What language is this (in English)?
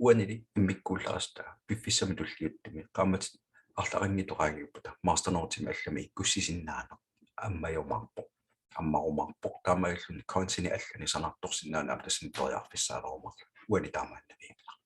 Kalaallisut